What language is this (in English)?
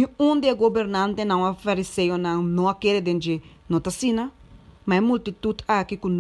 Papiamento